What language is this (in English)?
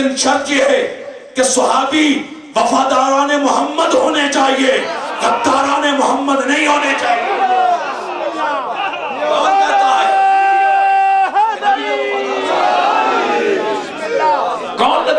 Urdu